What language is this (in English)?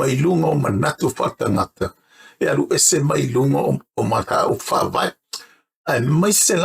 Samoan